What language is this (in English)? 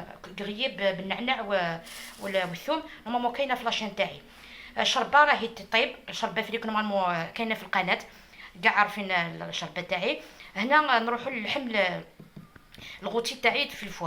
Algerian Arabic